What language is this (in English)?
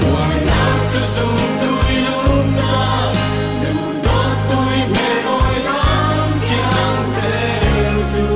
Falam Chin